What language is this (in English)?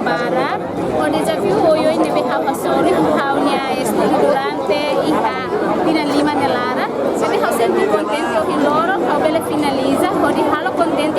Tetum